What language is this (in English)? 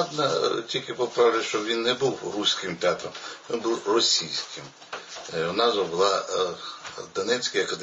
Ukrainian